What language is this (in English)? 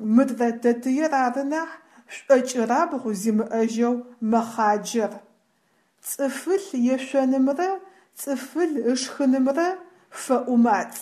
Adyghe